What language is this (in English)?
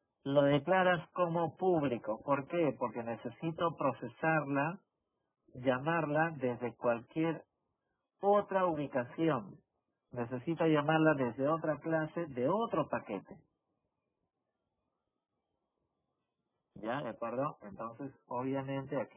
Spanish